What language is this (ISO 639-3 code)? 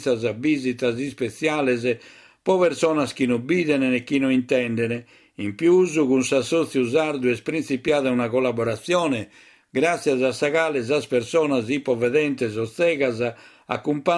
srd